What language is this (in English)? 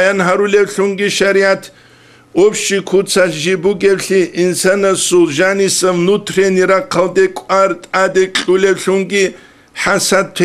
Avaric